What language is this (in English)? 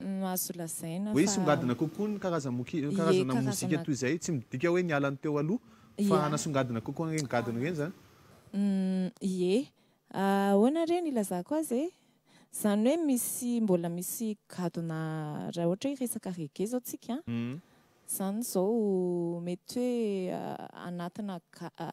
Malagasy